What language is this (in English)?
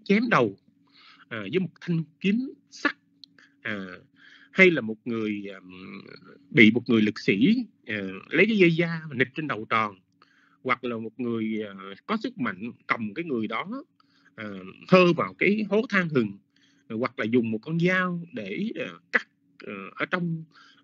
Vietnamese